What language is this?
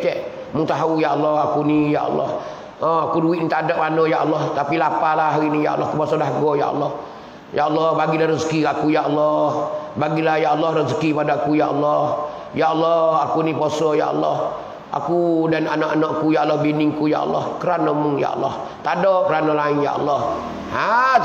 Malay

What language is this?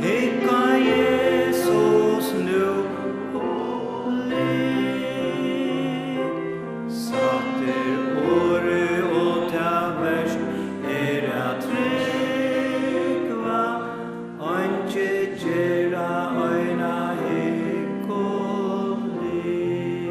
Faroese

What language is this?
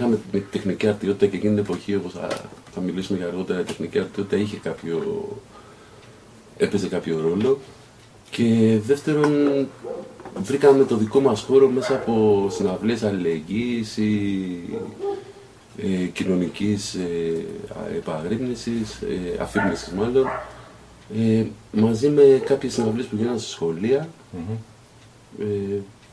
Greek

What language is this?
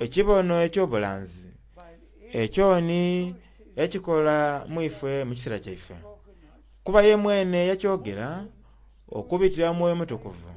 Soga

